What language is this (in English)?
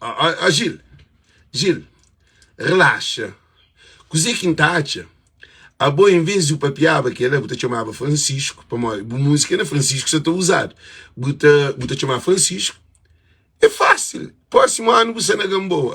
Kabuverdianu